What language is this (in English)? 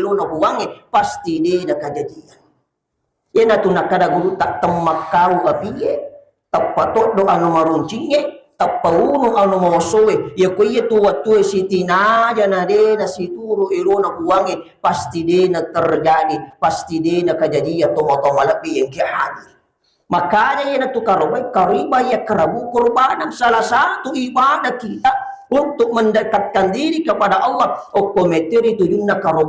Buginese